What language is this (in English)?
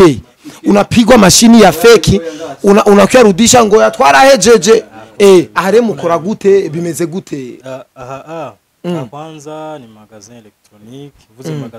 Rundi